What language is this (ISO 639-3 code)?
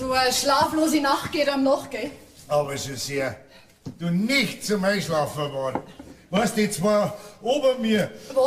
bar